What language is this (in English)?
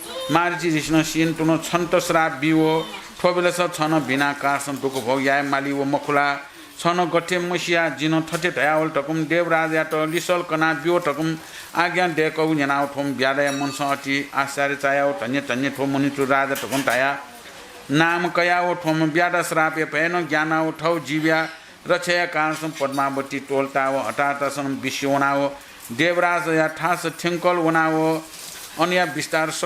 Newari